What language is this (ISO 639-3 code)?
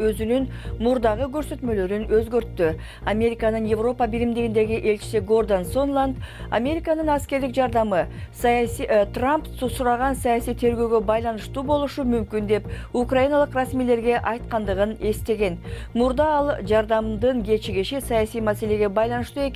kir